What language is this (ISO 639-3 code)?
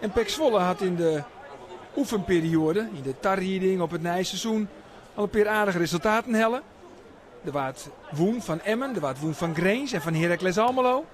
fry